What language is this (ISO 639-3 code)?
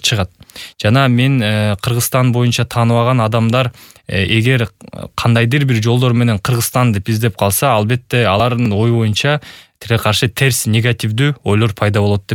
kir